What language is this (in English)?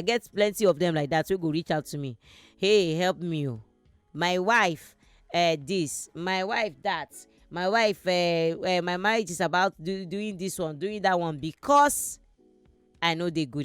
Nigerian Pidgin